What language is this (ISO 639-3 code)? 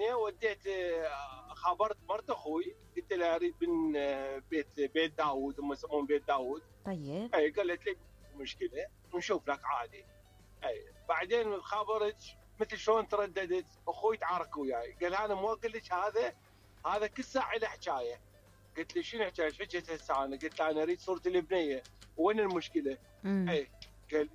acm